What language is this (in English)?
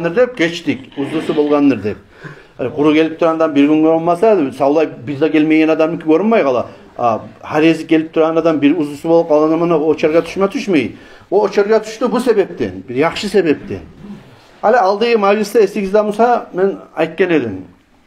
Kumyk